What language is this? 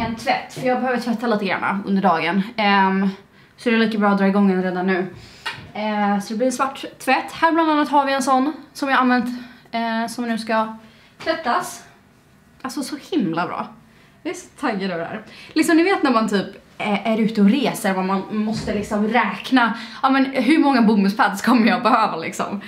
Swedish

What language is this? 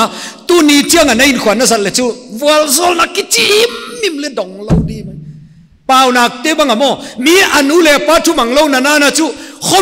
Paite Chin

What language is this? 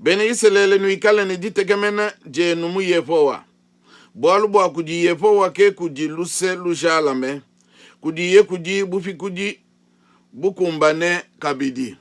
Luba-Lulua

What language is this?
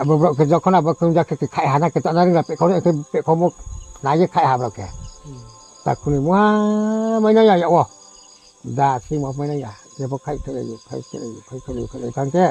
Riang (India)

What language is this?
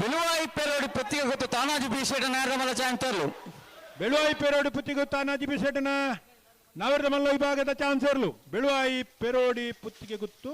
Tulu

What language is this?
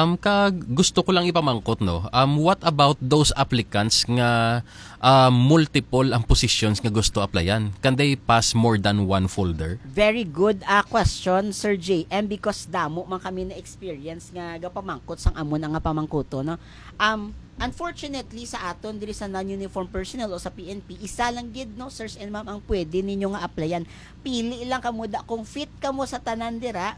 Hiligaynon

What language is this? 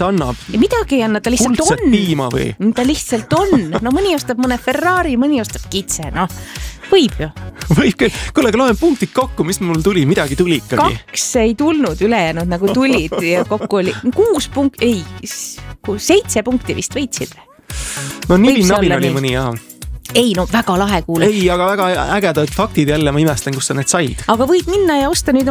Estonian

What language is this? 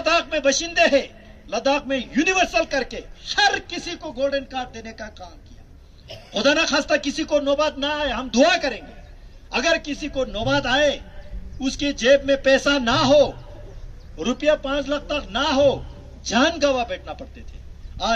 Hindi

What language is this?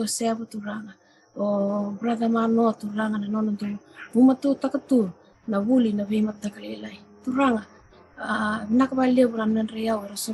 Fijian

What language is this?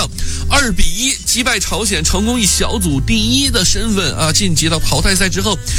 Chinese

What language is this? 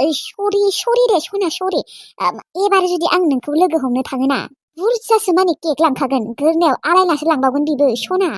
Bodo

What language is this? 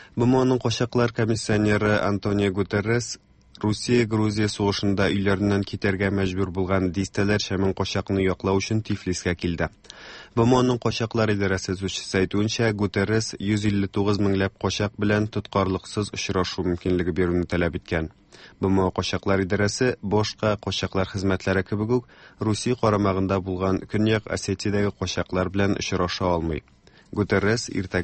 Tatar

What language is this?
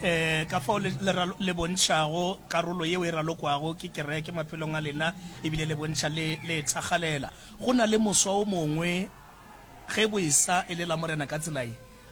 Northern Sotho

